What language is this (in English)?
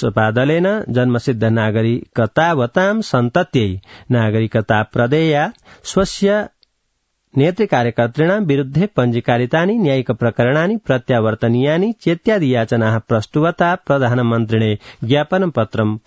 Sanskrit